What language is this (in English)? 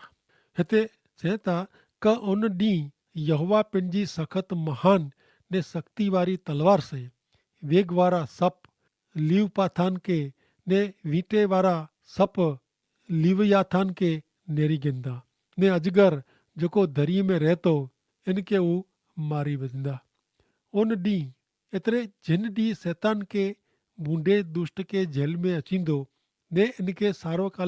Kachhi